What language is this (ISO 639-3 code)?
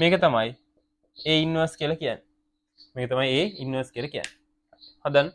sin